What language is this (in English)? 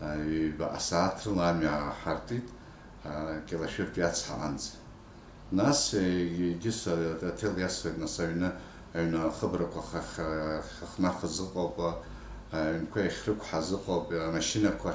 Abkhazian